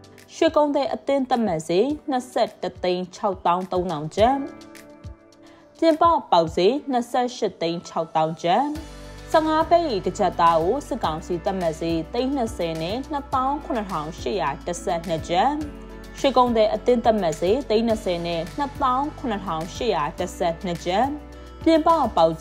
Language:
Burmese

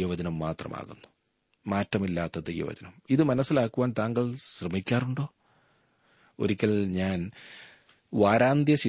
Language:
Malayalam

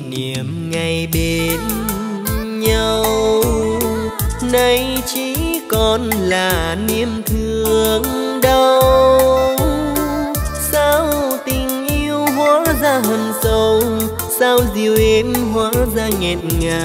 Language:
Vietnamese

